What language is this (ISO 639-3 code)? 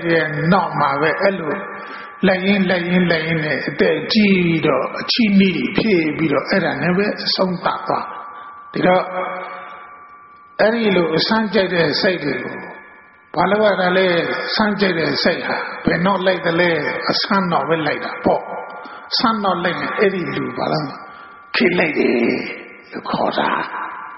mya